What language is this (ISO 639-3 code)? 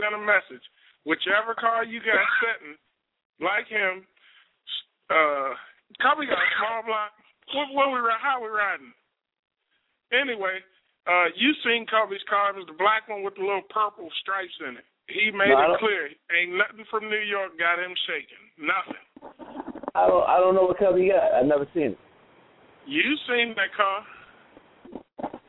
eng